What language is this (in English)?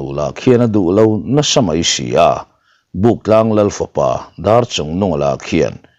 Mizo